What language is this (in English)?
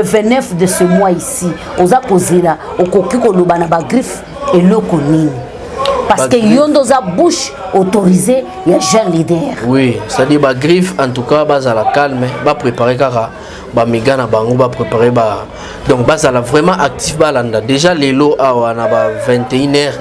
Lingala